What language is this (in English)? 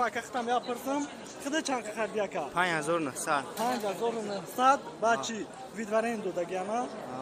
Tajik